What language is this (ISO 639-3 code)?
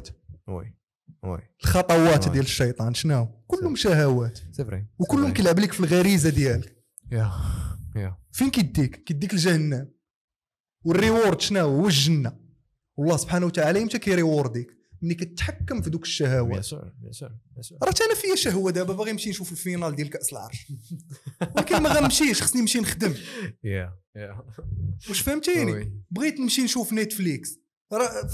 ary